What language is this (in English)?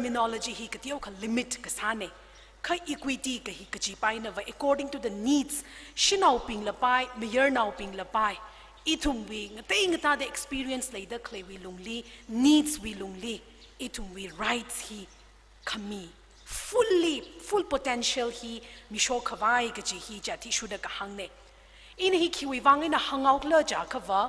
Tangkhul Naga (India)